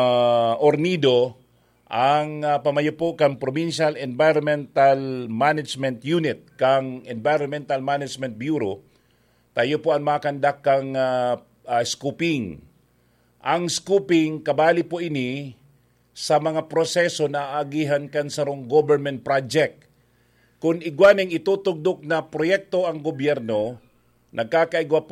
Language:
Bikol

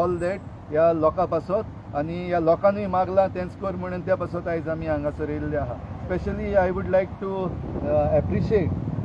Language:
Konkani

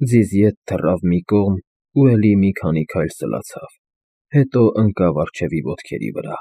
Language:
Armenian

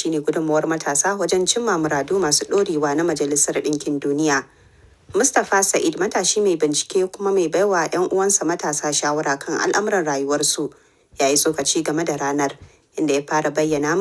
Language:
Hausa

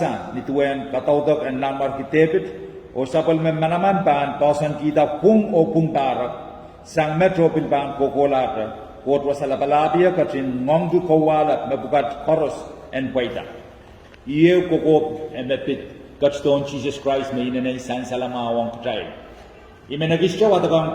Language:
Pohnpeian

